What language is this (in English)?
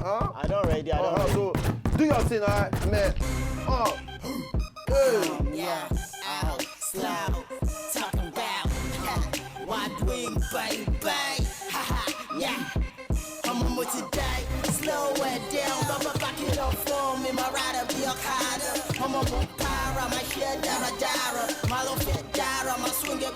Nigerian Pidgin